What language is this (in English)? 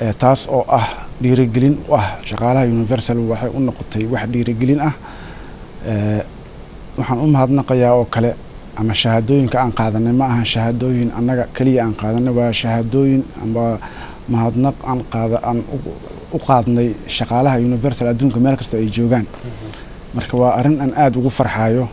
Somali